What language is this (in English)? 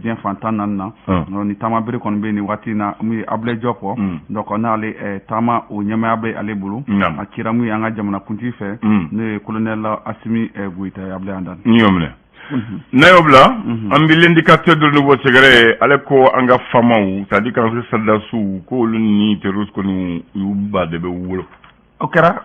Bambara